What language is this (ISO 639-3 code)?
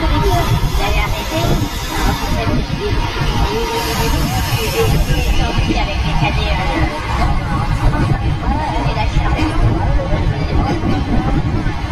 fra